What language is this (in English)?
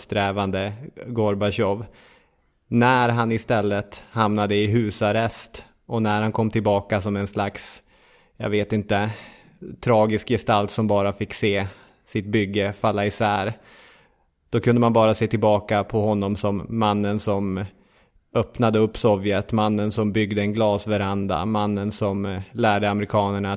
Swedish